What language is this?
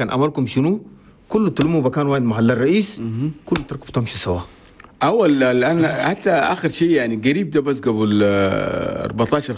Chadian Arabic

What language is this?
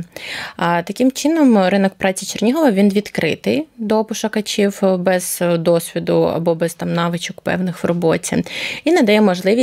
Ukrainian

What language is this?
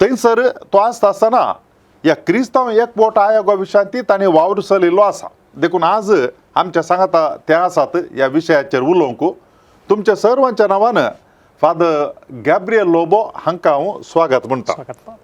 Konkani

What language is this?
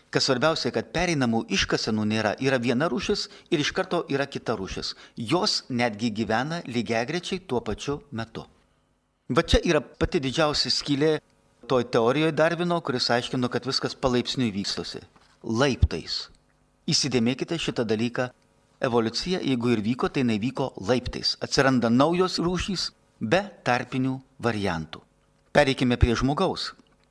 Lithuanian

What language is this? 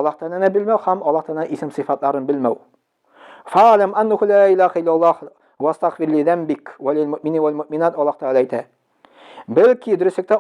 Tatar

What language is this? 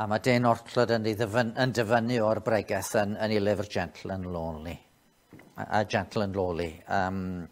Welsh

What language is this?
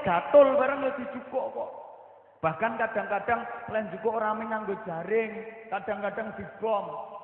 Javanese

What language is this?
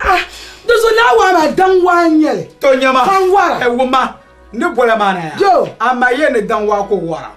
Dagbani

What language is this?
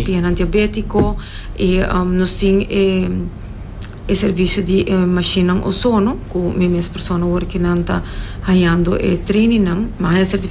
Papiamento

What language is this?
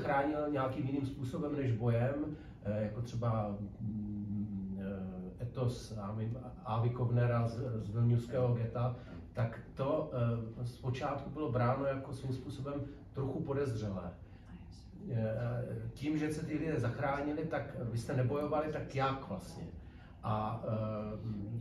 Czech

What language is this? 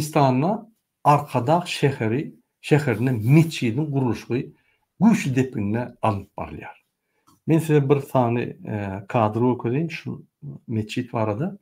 Turkmen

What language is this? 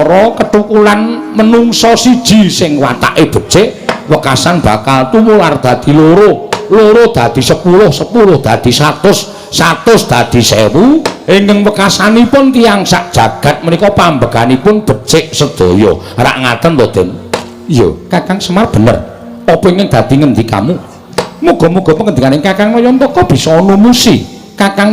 Javanese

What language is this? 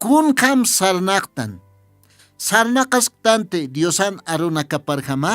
Aymara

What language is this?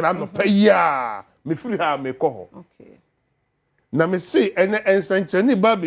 Akan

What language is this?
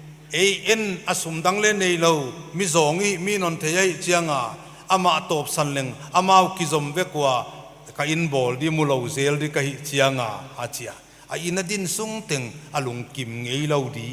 Paite Chin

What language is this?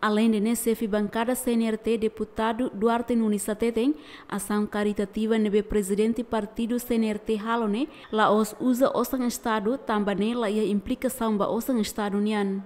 Tetum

